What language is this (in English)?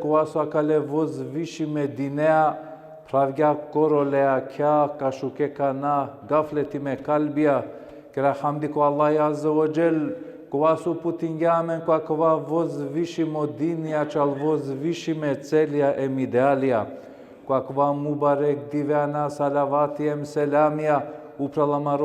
Balkan Romani